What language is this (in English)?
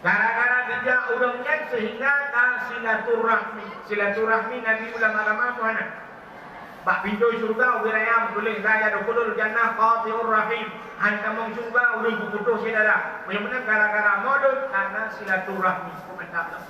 Achinese